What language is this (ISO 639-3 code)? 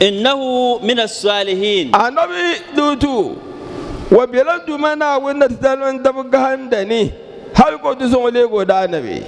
dag